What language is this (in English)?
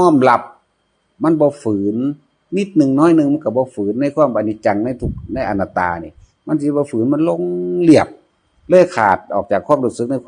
Northeastern Thai